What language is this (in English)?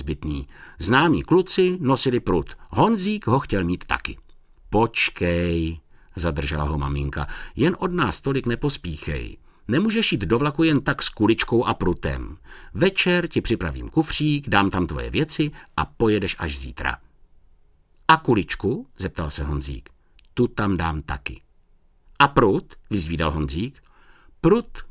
Czech